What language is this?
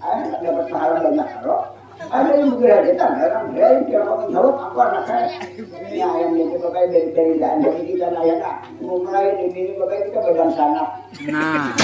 Banjar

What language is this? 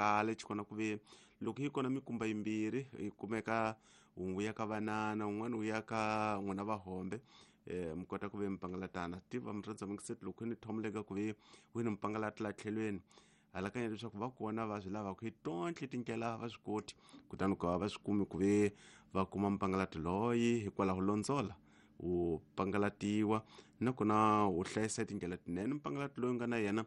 Tsonga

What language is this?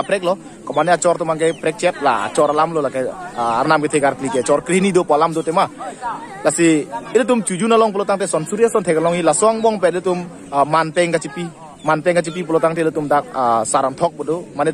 Karbi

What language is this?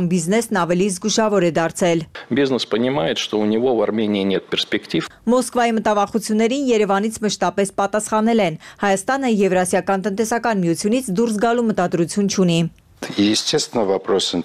Armenian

